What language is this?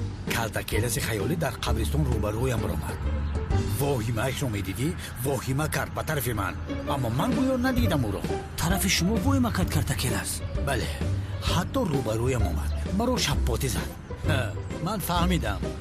Tajik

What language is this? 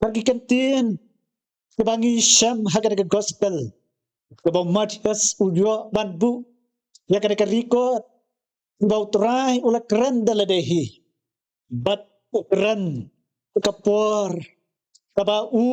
Khasi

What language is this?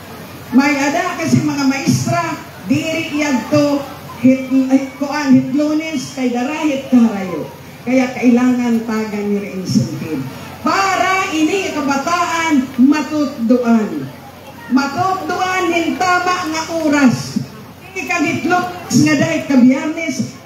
Waray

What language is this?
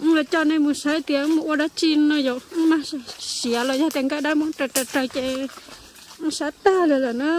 Hmong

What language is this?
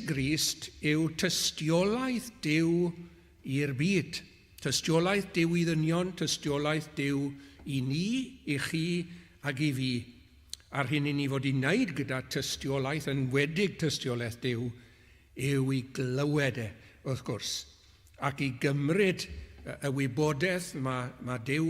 Welsh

